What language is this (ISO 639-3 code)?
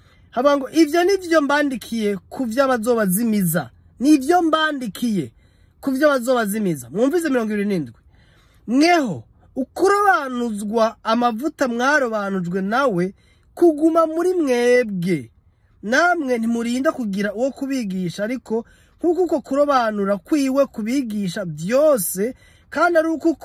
run